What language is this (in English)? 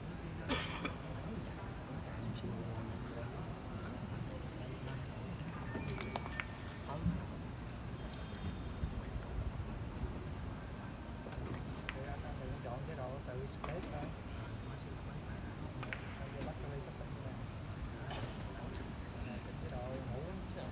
Vietnamese